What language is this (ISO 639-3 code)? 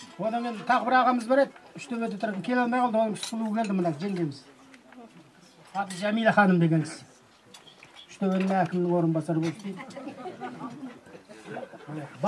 kaz